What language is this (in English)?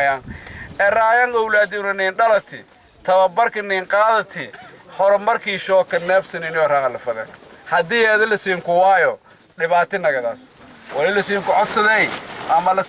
Somali